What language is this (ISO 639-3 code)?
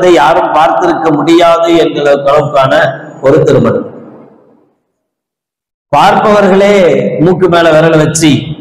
tam